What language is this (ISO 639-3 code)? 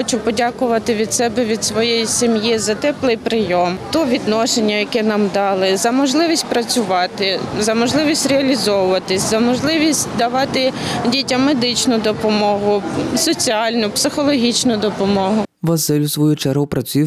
ukr